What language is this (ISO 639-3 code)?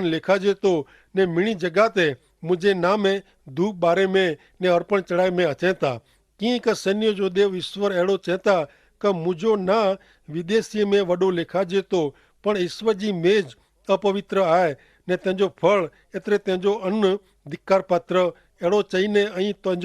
kfr